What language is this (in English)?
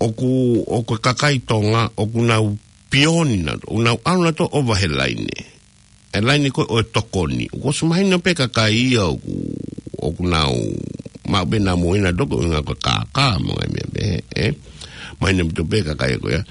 Tongan